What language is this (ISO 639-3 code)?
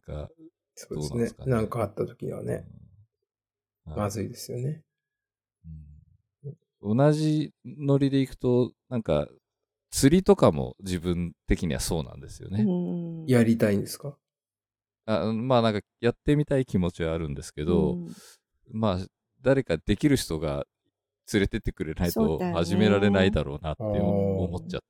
jpn